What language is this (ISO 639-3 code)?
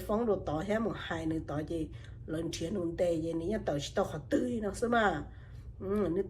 hmn